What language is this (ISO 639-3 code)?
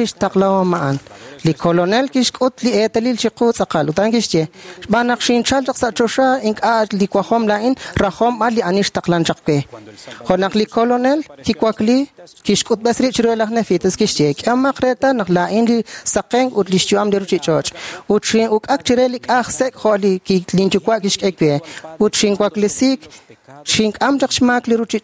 kek